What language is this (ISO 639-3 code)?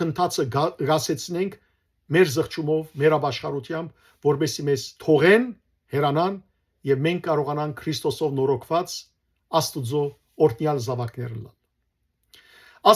hyw